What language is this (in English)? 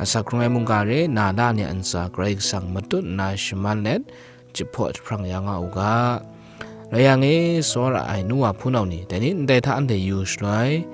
Kachin